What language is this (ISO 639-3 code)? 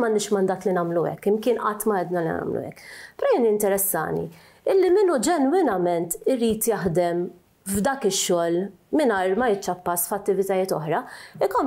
mlt